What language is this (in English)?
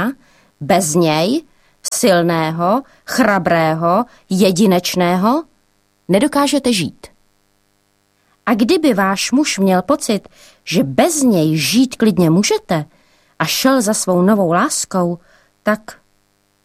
Czech